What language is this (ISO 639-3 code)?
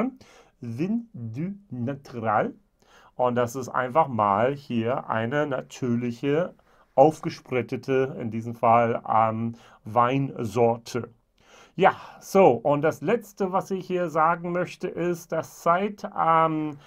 deu